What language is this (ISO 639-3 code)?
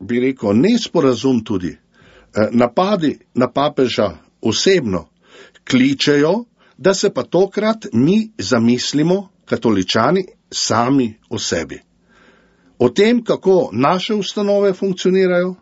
slv